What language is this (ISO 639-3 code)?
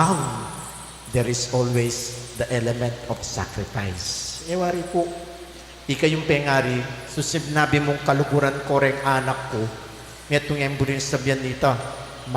pam